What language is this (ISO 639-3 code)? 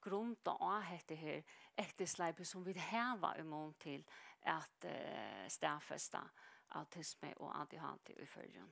fao